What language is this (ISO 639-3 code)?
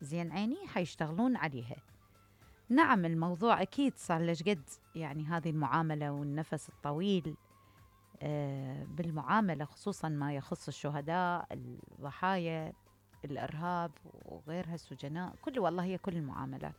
acm